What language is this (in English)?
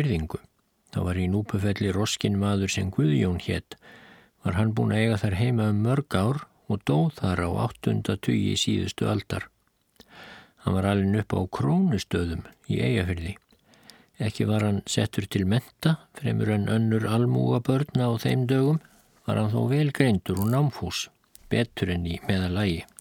Icelandic